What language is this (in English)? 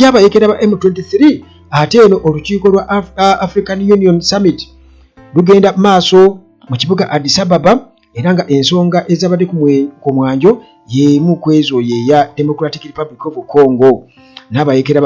Ganda